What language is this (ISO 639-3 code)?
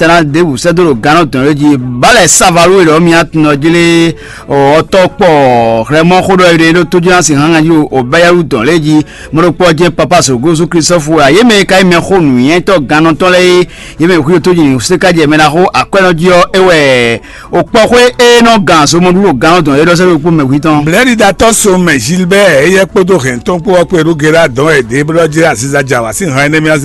fon